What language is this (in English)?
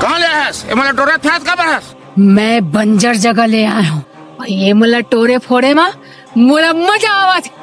Chhattisgarhi